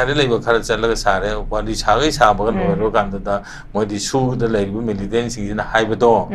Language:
Manipuri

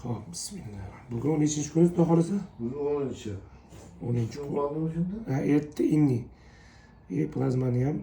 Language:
Uzbek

